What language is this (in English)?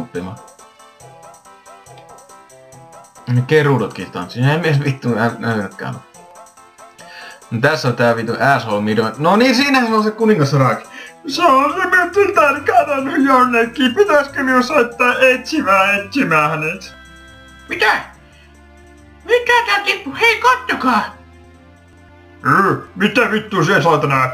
Finnish